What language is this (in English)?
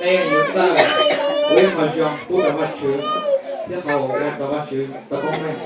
Hmong